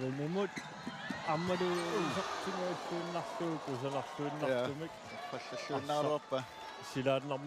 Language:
Kalaallisut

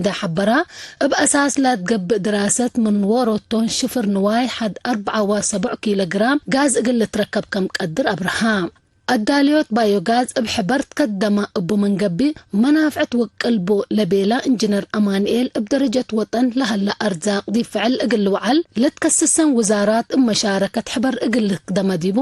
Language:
Tigre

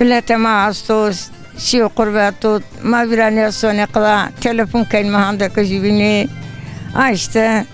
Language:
Zaza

